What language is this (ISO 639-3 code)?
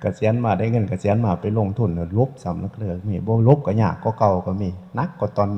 tts